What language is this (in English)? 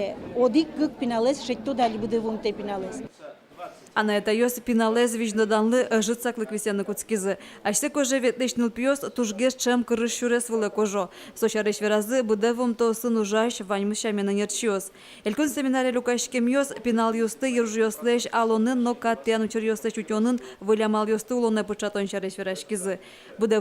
Udmurt